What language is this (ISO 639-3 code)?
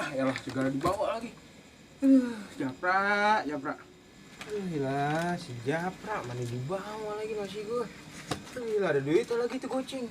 bew